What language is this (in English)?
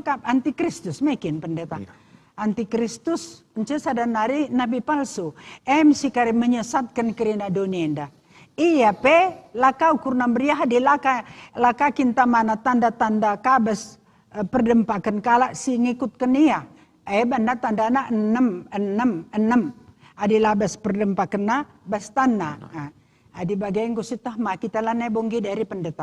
Batak Karo